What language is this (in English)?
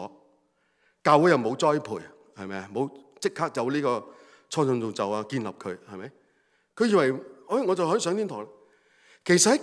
Cantonese